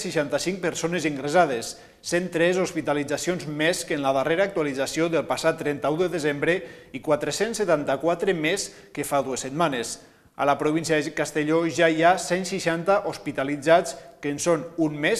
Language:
Catalan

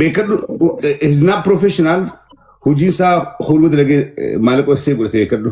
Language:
Oromo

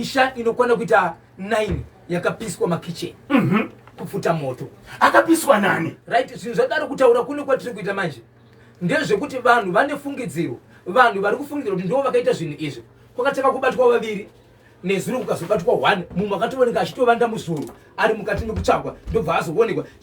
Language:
Shona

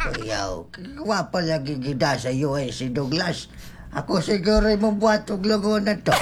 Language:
Cebuano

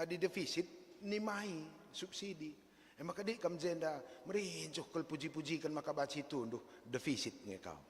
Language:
Batak Karo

